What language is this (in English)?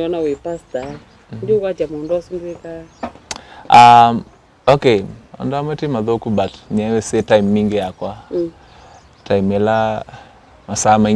Kamba